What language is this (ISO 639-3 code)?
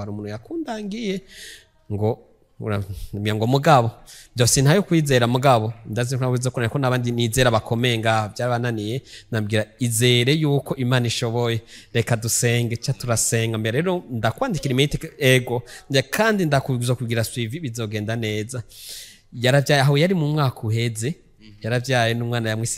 run